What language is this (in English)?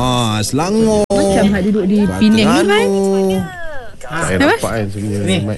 Malay